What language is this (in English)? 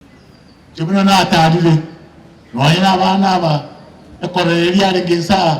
Gusii